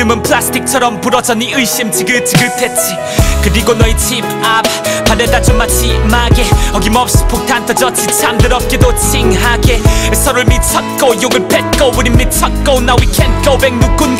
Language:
Korean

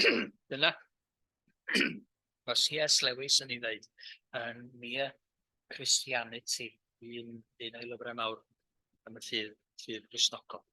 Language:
Welsh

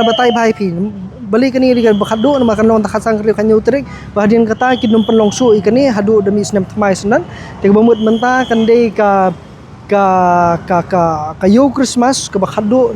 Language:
Khasi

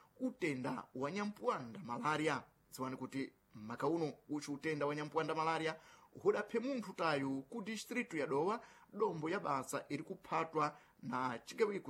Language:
Sena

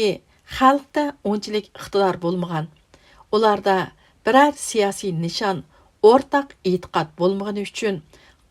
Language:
Uyghur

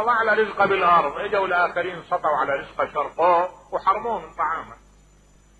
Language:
Mesopotamian Arabic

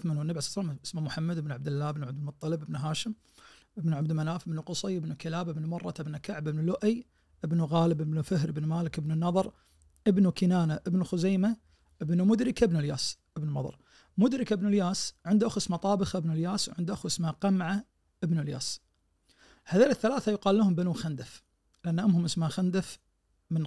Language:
Najdi Arabic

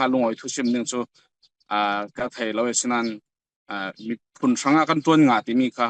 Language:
Falam Chin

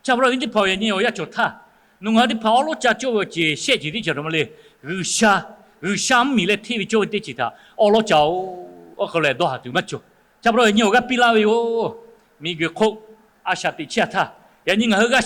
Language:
Lahu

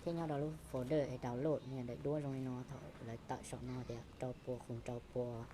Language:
Hmong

